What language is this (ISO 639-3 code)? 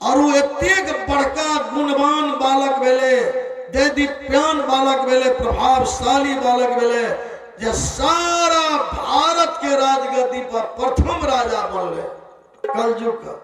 mai